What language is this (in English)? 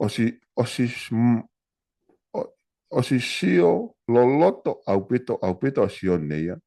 Tongan